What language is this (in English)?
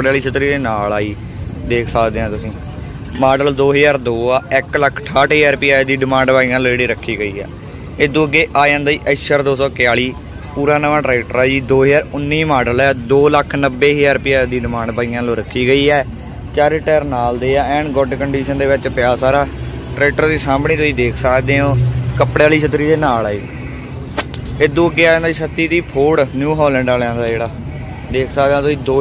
Punjabi